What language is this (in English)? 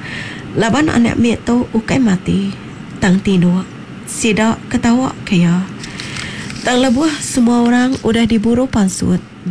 Iban